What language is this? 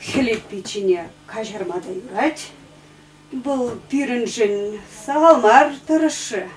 Chuvash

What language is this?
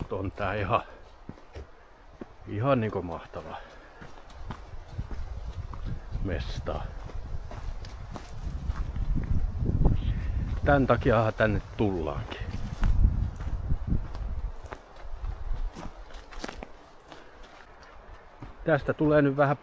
Finnish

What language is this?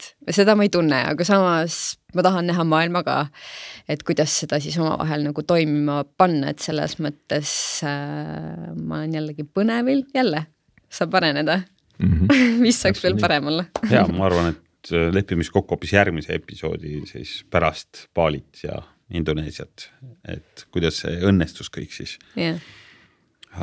Estonian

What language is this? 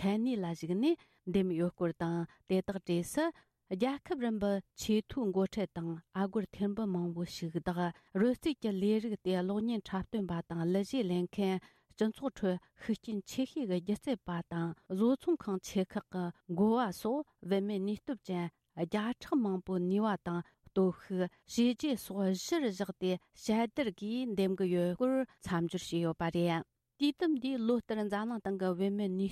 Tibetan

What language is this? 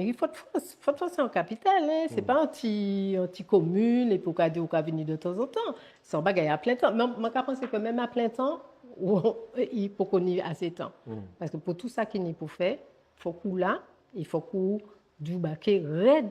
Guadeloupean Creole French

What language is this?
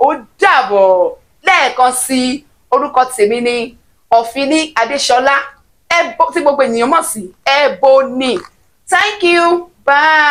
Yoruba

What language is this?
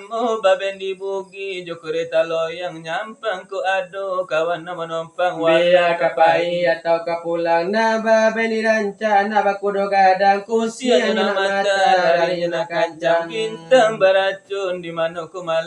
Minangkabau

